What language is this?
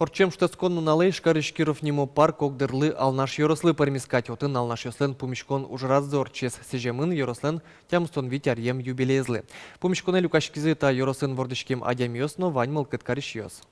Udmurt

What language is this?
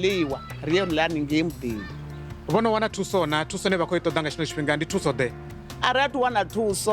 Venda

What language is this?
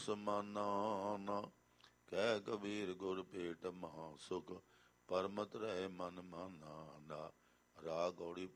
Punjabi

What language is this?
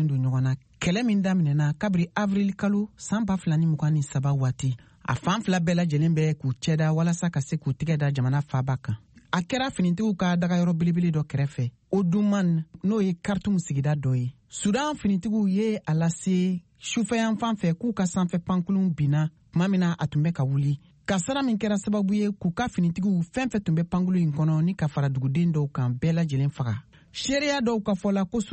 Bambara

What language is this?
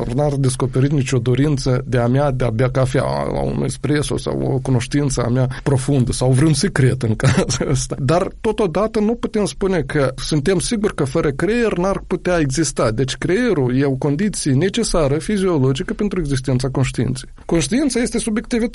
Romanian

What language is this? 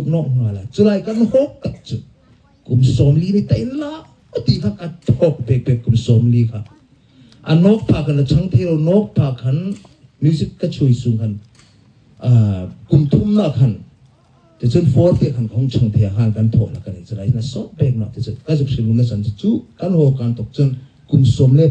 Hmar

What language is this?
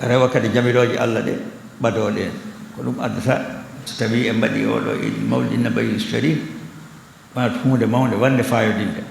Fula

